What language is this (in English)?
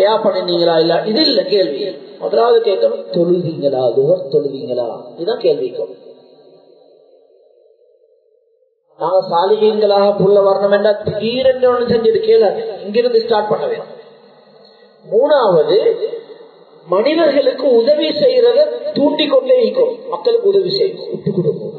Tamil